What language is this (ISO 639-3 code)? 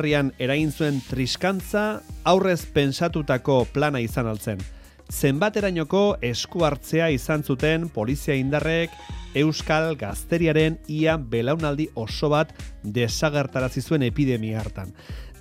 eus